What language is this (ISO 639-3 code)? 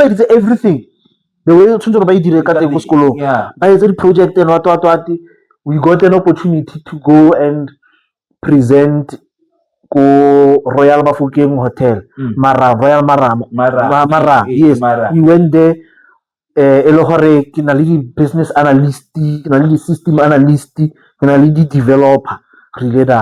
tsn